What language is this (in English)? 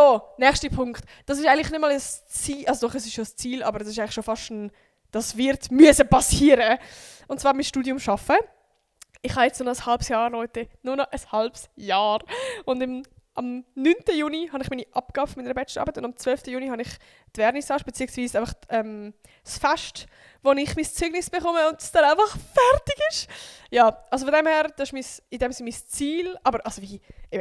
Swiss German